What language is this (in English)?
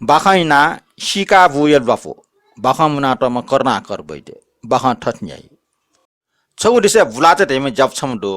Newari